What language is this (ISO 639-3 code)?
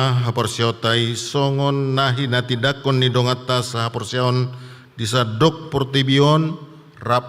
bbc